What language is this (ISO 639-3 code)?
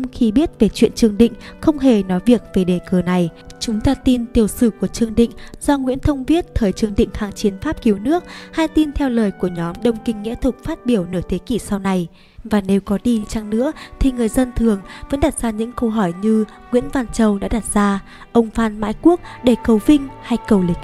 vie